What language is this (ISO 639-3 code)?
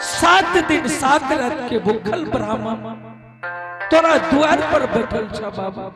anp